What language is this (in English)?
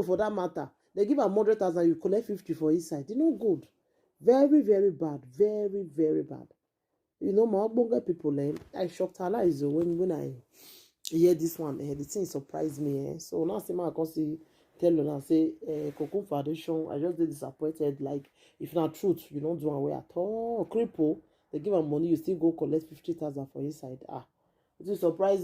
Nigerian Pidgin